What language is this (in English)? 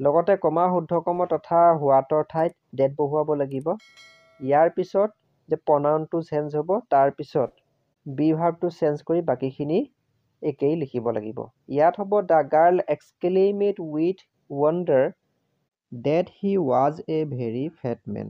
Assamese